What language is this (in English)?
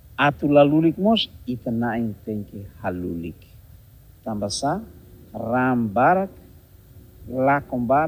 Tetum